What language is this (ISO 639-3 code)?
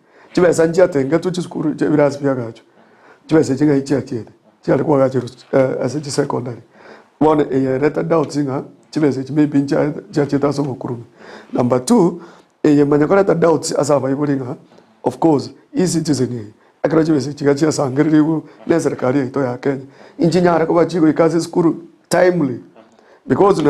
guz